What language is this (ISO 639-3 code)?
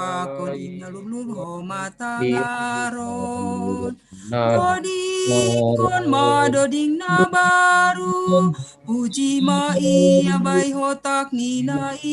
bts